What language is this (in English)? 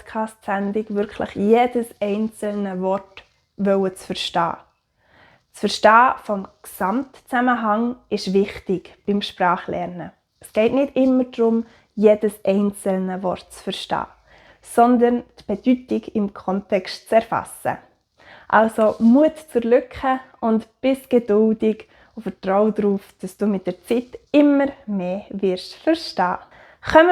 Swiss German